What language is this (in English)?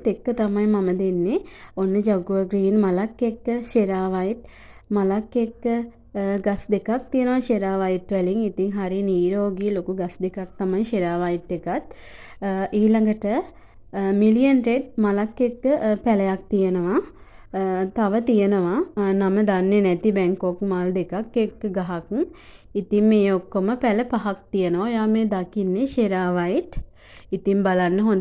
Sinhala